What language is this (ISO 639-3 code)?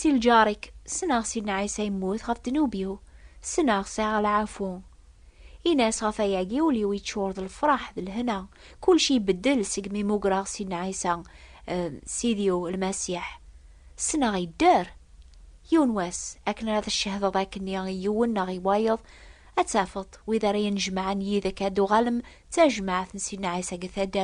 kab